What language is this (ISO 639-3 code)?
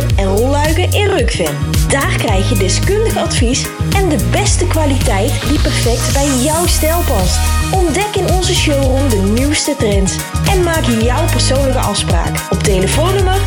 nld